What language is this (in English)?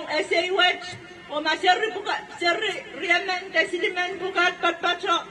Pohnpeian